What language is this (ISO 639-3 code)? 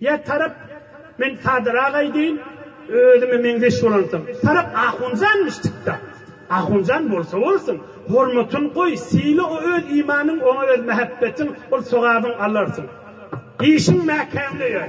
tuk